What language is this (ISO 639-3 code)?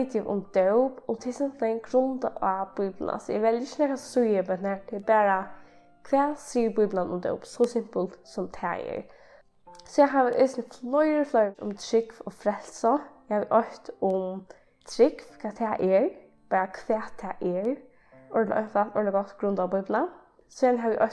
fao